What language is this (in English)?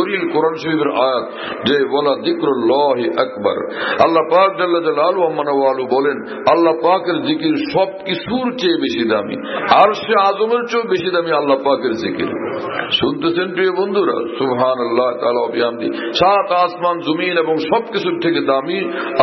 Bangla